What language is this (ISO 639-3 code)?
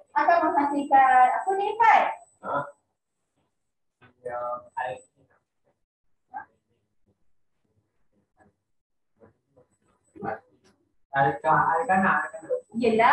msa